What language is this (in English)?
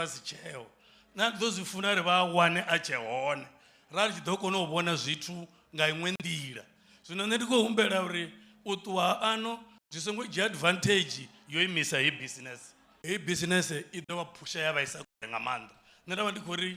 Venda